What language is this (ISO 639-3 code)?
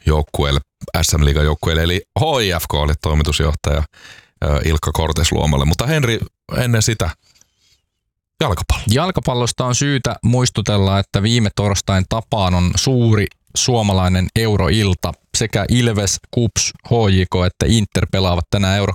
fin